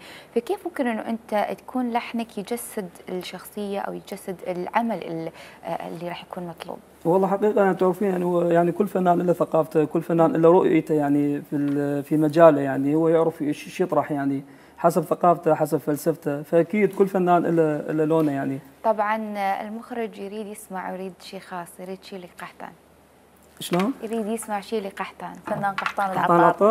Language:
Mesopotamian Arabic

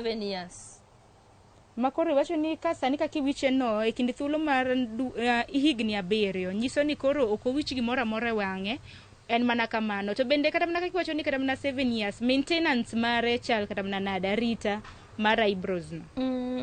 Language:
Luo (Kenya and Tanzania)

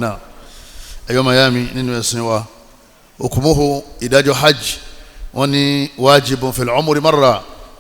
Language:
Yoruba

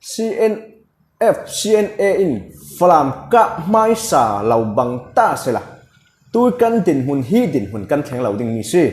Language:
Falam Chin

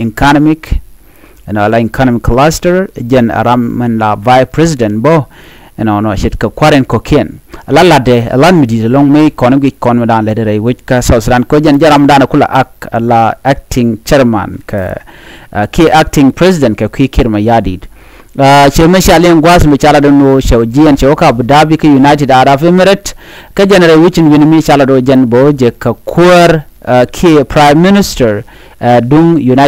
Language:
Nuer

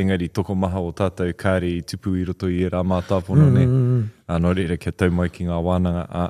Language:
Māori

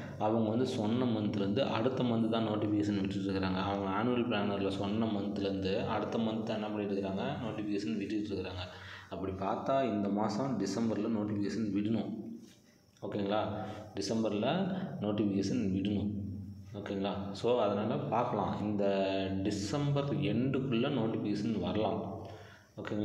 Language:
Tamil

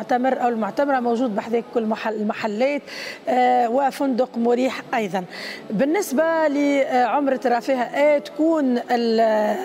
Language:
Tunisian Arabic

